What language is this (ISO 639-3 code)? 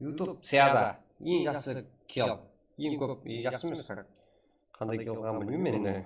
kaa